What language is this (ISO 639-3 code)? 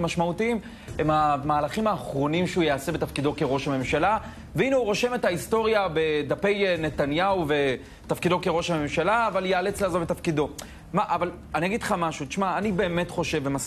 heb